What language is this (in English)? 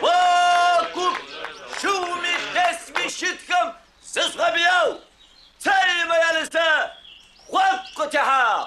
Adyghe